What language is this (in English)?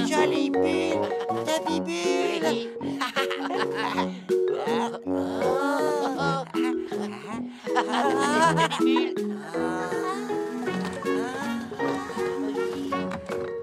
French